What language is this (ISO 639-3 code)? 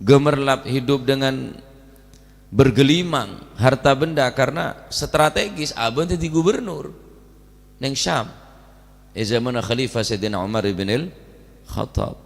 mad